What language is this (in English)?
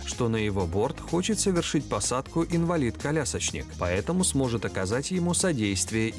Russian